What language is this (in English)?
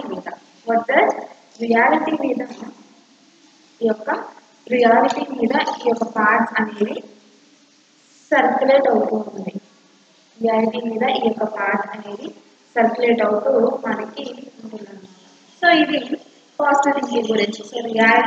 Telugu